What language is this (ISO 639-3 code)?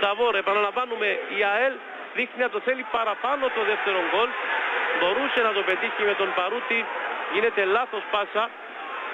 ell